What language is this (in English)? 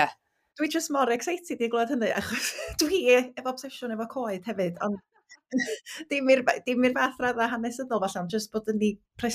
Welsh